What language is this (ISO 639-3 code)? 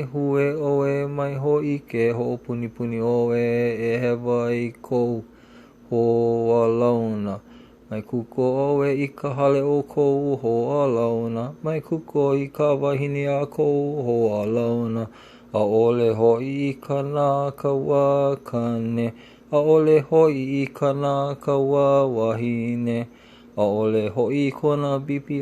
haw